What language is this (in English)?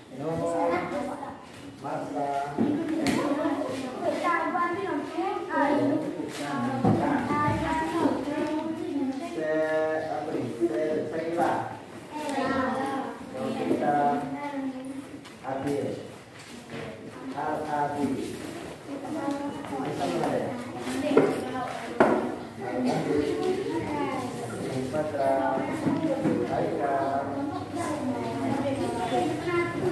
Indonesian